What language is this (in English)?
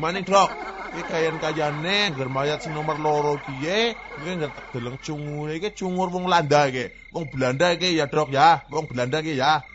Javanese